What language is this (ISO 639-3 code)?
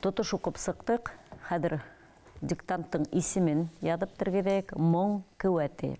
bak